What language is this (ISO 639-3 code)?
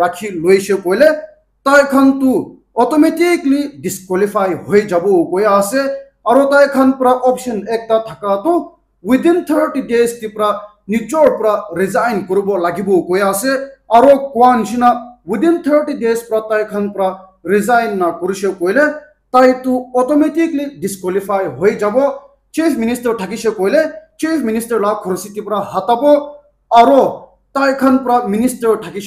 nag